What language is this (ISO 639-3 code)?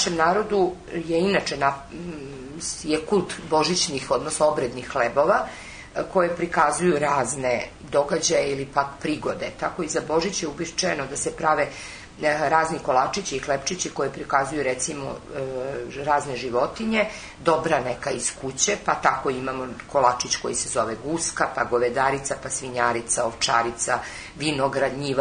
srp